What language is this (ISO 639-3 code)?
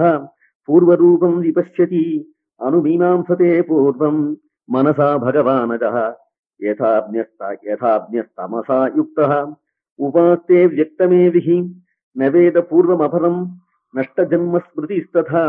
san